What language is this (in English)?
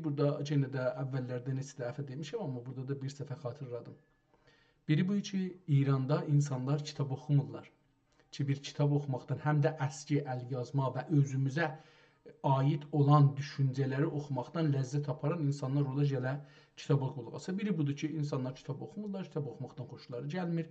South Azerbaijani